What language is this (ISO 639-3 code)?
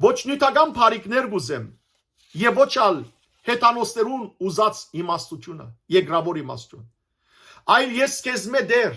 hyw